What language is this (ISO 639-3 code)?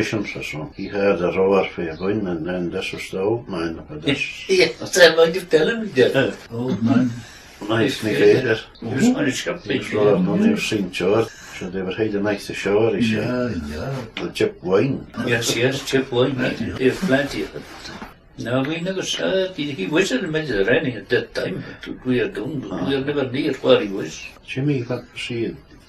sco